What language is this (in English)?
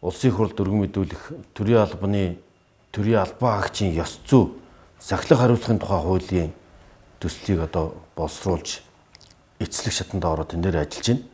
Mongolian